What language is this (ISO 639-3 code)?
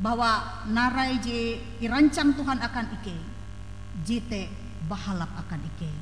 nij